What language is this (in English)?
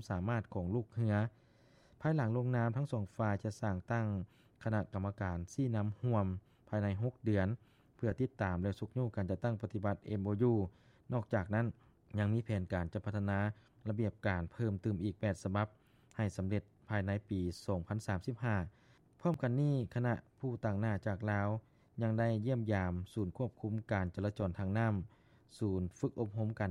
Lao